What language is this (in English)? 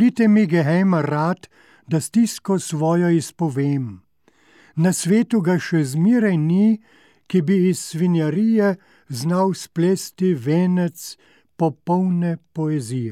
Slovenian